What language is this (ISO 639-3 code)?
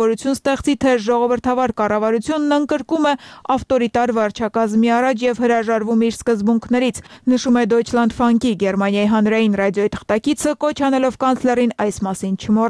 hye